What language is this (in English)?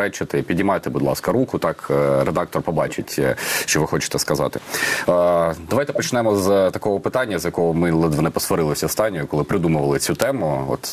Ukrainian